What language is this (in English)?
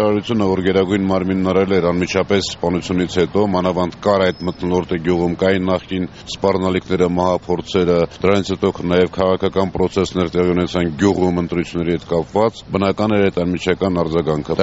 Armenian